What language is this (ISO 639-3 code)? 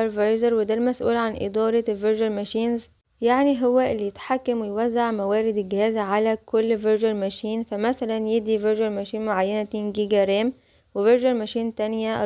arz